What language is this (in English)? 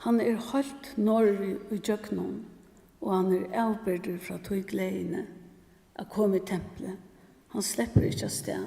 Faroese